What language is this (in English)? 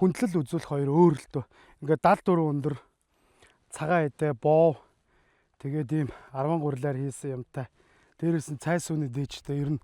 Mongolian